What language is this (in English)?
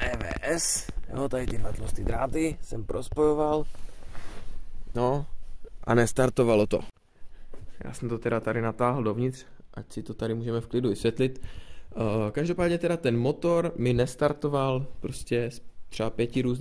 Czech